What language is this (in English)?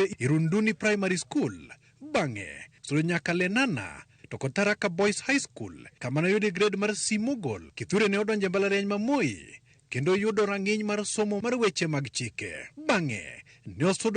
Luo (Kenya and Tanzania)